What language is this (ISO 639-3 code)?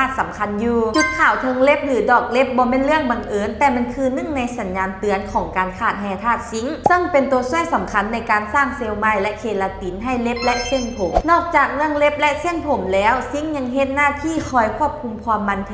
lao